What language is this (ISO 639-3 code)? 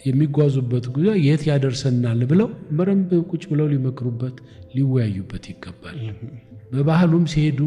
amh